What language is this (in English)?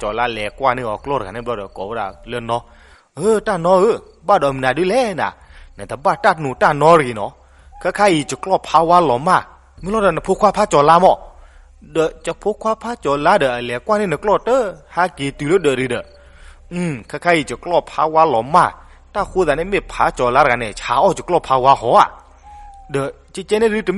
S'gaw Karen